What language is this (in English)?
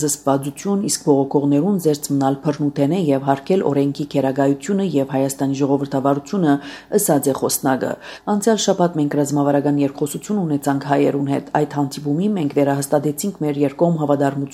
Armenian